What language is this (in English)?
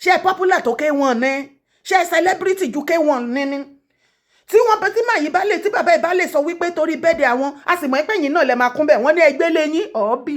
Yoruba